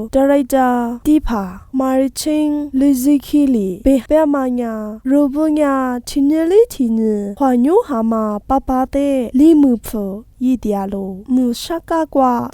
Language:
Lisu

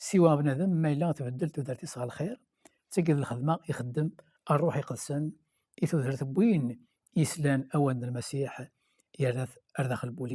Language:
Kabyle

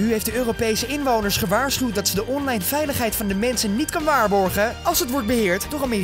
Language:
Dutch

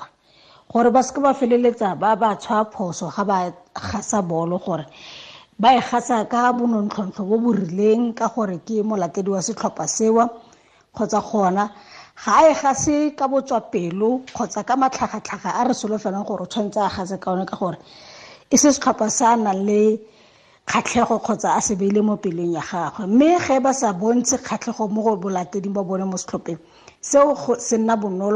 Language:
Tswana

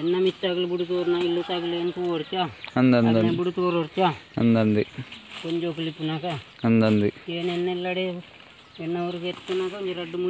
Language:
Tulu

